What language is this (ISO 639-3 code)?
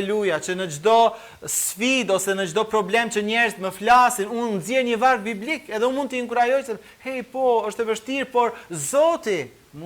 sqi